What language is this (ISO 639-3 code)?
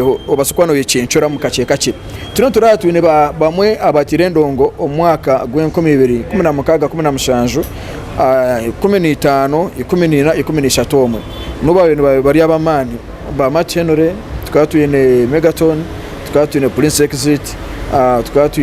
nyn